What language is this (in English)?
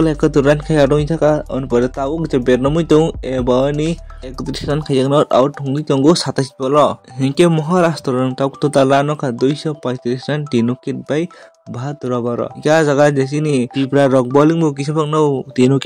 Kok Borok